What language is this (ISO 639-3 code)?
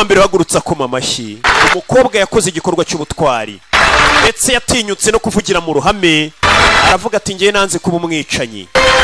kin